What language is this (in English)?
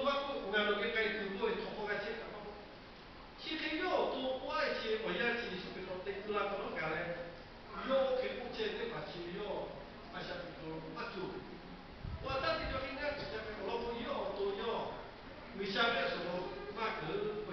Lahu